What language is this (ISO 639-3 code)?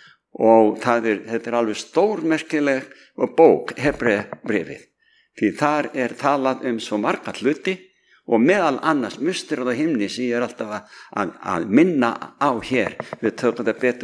isl